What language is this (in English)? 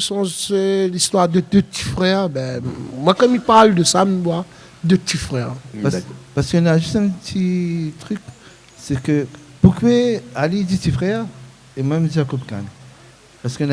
Réunion Creole French